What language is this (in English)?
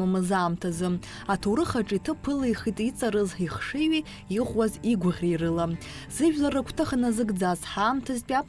Abkhazian